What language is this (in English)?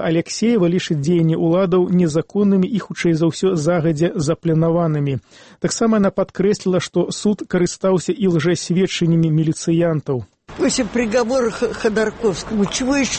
Belarusian